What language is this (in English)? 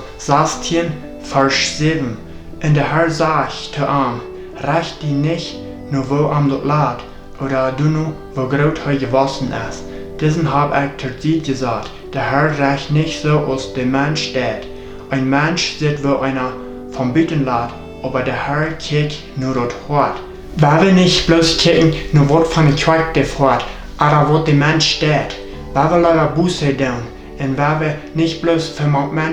Plautdietsch